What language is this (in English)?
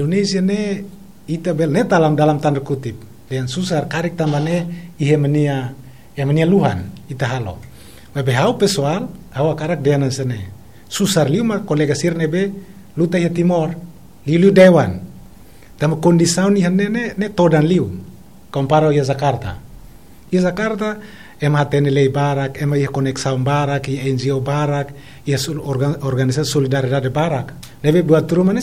Tetum